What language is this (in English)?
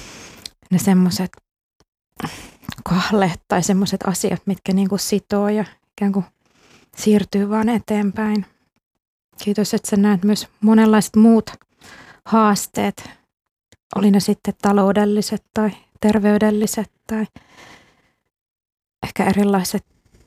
Finnish